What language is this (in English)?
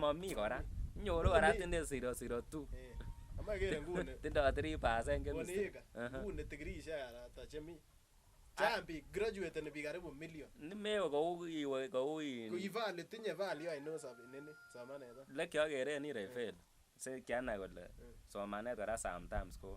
Kalenjin